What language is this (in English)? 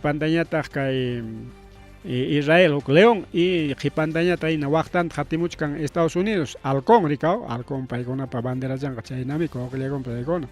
Ayacucho Quechua